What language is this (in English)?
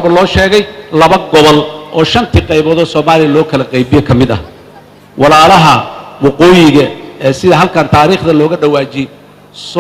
Somali